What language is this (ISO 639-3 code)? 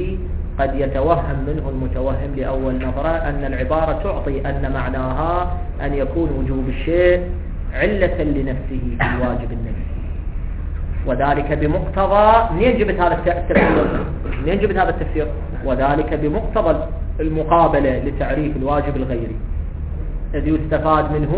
ara